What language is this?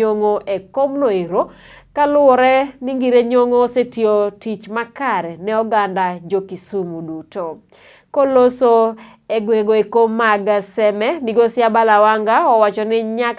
Luo (Kenya and Tanzania)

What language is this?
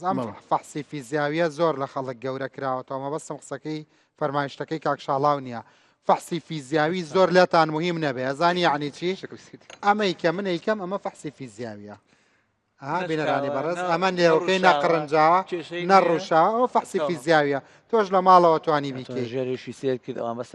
Central Kurdish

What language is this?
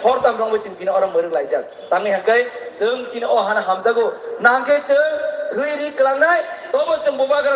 Kok Borok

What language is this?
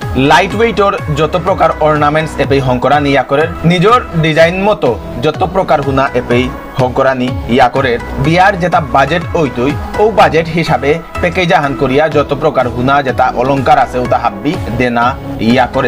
Bishnupriya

